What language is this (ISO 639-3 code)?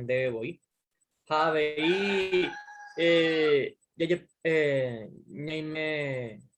grn